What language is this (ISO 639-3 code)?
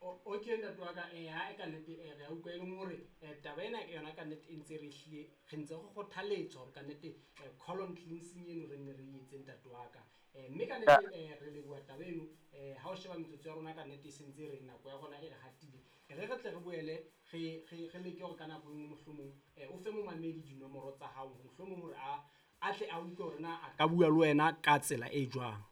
sot